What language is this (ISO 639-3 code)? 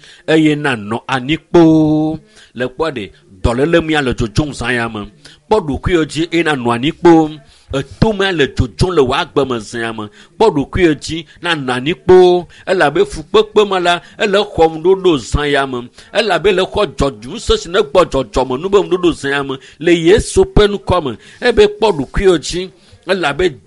ewe